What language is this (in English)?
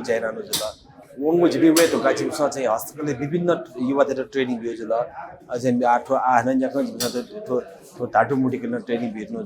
Newari